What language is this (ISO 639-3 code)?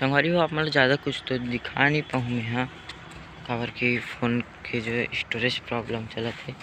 hne